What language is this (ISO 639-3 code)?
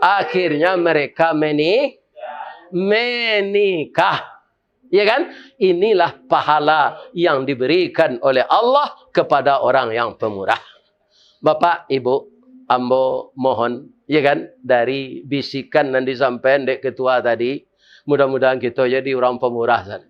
min